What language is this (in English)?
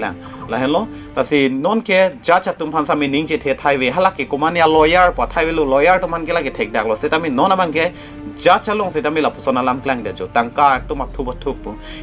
Karbi